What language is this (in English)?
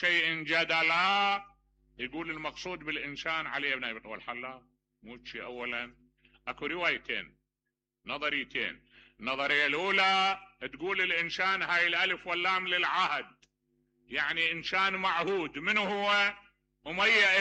Mesopotamian Arabic